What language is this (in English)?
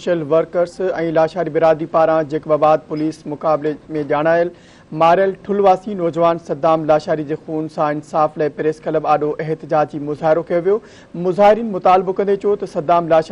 Sindhi